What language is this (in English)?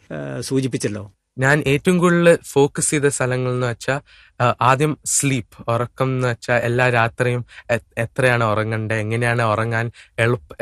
Malayalam